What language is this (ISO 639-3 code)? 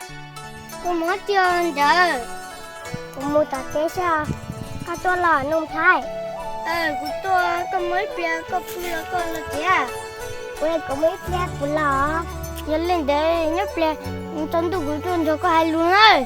hmn